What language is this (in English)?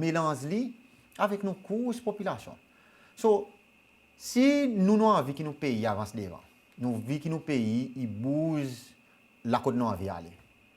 Seselwa Creole French